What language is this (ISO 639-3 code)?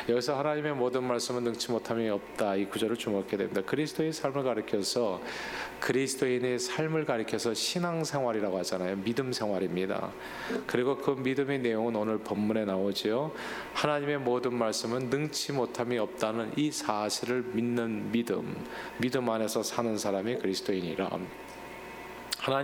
kor